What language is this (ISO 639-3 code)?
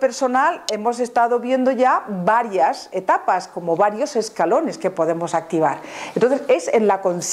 spa